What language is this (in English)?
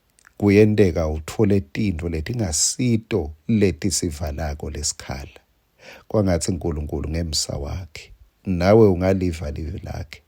Swati